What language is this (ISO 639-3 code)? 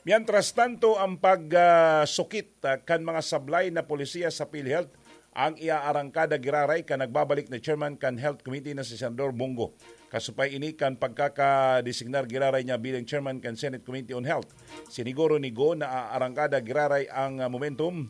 bik